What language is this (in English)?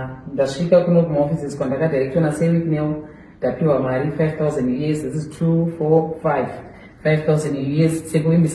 Shona